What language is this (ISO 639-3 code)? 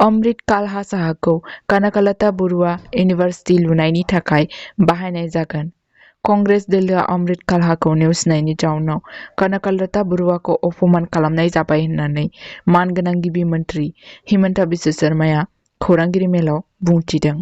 brx